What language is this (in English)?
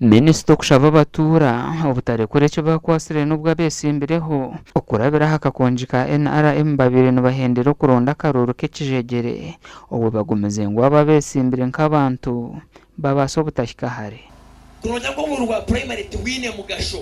Nyankole